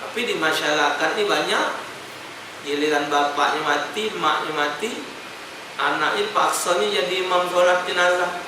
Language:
Musi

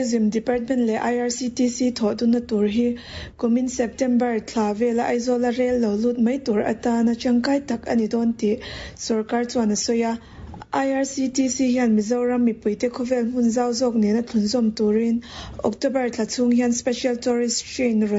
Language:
Mizo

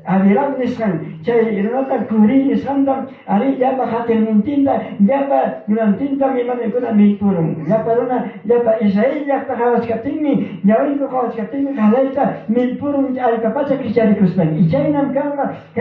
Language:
Ayacucho Quechua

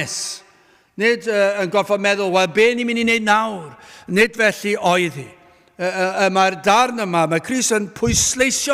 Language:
Welsh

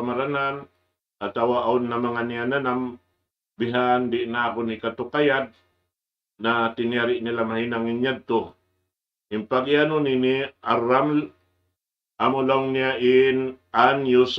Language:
Tausug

